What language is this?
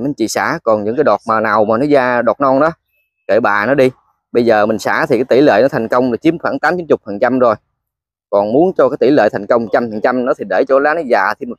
Vietnamese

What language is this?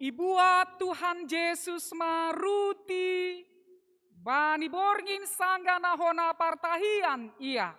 Batak Simalungun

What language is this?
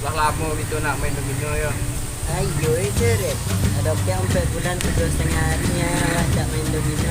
Minangkabau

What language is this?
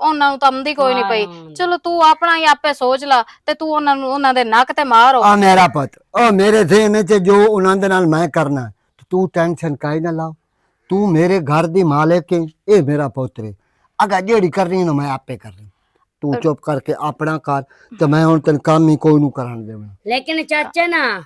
Western Panjabi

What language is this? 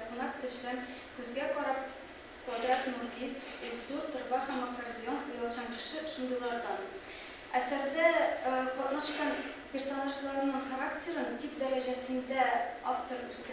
Tatar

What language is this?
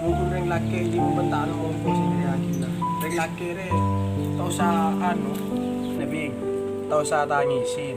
Madurese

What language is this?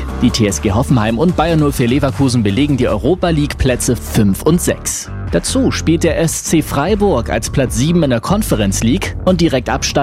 German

